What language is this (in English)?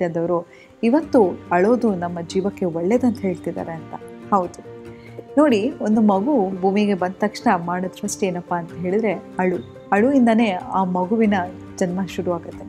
Kannada